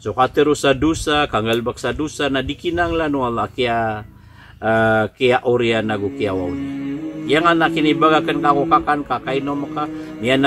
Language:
Maranao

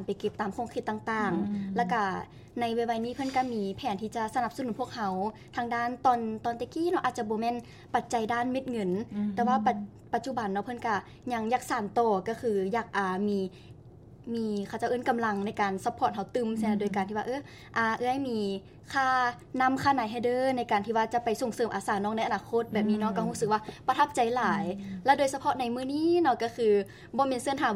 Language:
Lao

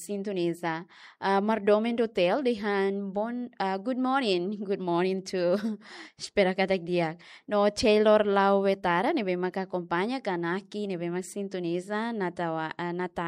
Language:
Tetum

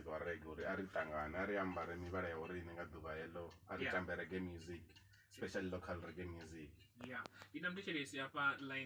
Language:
Venda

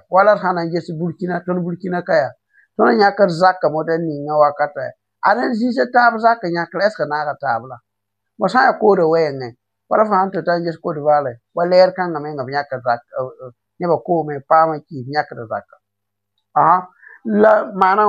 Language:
Mossi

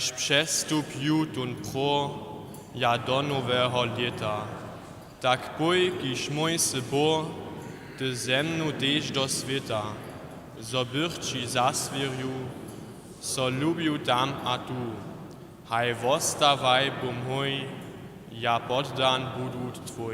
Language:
Upper Sorbian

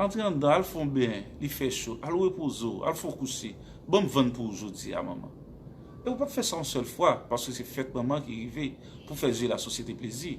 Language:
Haitian Creole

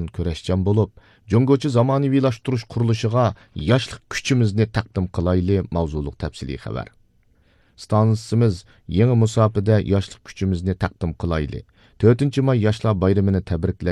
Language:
Uyghur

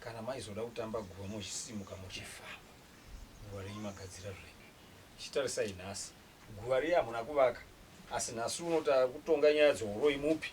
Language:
Shona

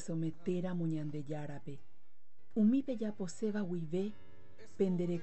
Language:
Guarani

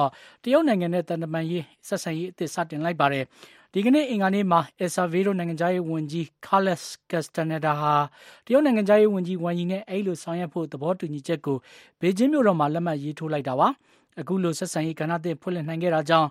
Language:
Burmese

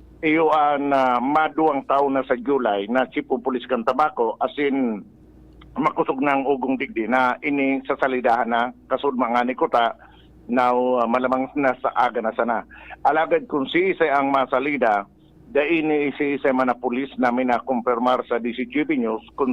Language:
Bikol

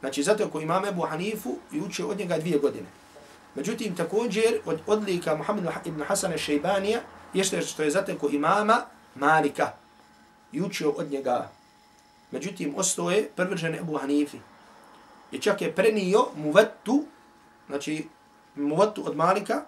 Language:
Bosnian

